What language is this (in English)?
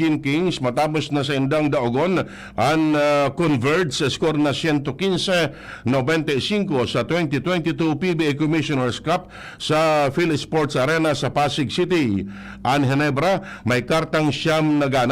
Bikol